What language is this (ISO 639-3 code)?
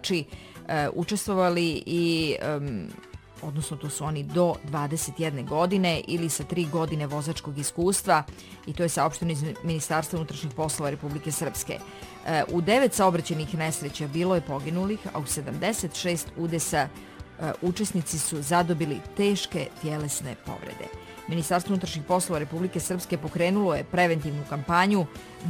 srp